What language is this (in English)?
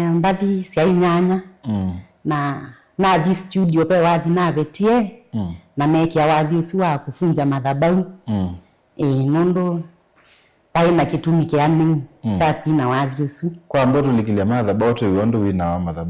Kamba